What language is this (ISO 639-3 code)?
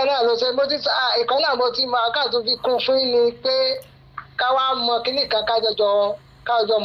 yor